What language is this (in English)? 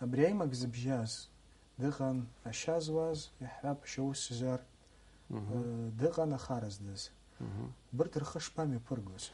Abkhazian